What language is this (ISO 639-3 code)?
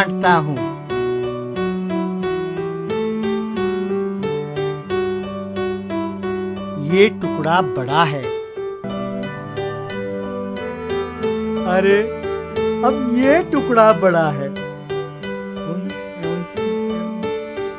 hin